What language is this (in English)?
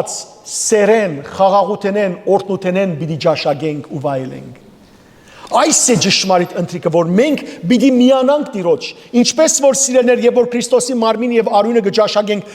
Western Armenian